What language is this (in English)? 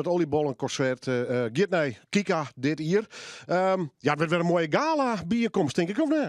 Western Frisian